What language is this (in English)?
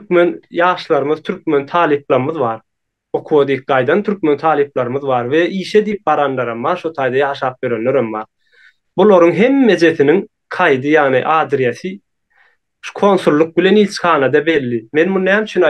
Turkmen